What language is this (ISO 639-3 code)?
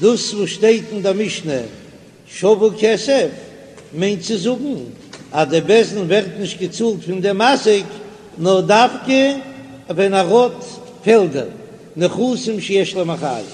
yid